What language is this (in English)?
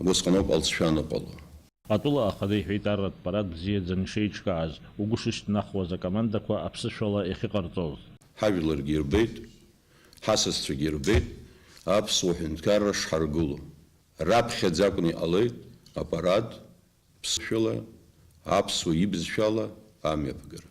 Abkhazian